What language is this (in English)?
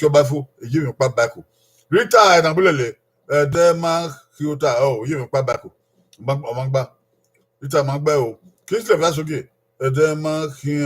Bini